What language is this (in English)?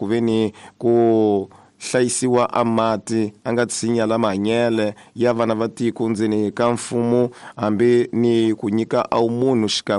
Tsonga